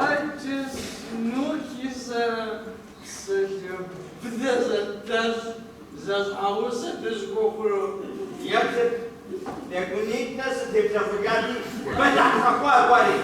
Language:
Kabardian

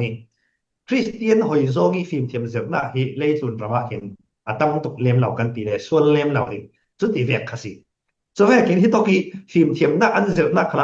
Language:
Falam Chin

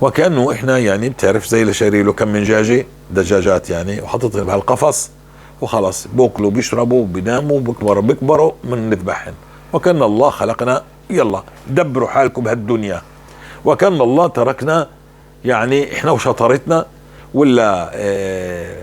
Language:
North Levantine Arabic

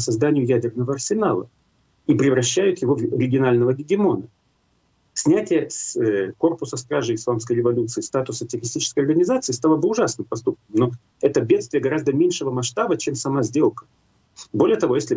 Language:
Russian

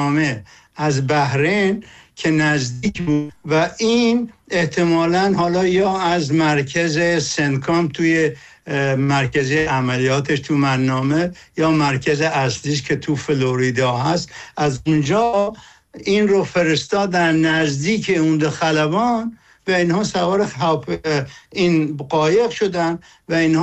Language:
Persian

